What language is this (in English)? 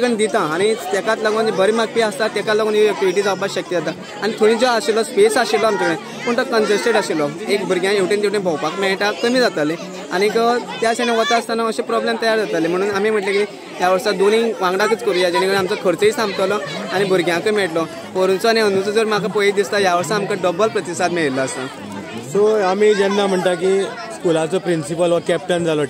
Konkani